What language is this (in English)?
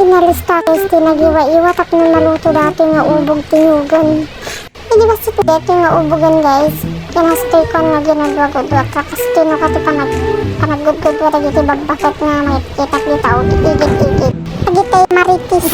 Iloko